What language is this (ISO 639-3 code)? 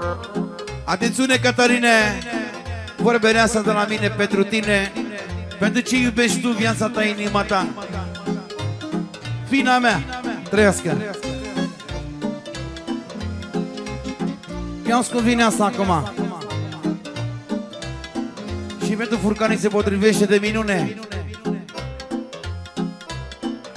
ron